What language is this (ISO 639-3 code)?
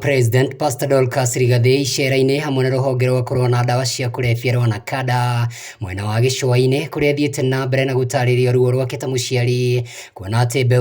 kik